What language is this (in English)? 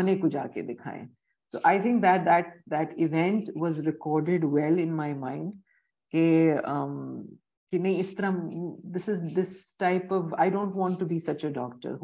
Hindi